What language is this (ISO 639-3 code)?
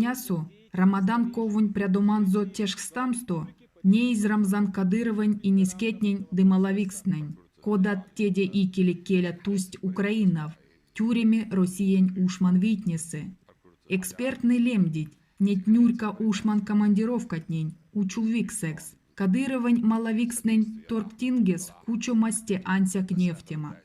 myv